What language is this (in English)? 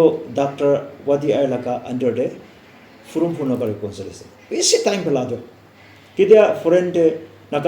Naga Pidgin